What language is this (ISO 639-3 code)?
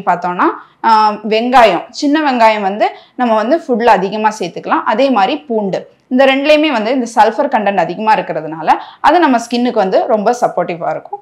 tam